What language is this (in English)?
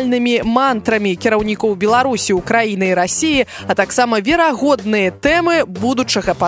Belarusian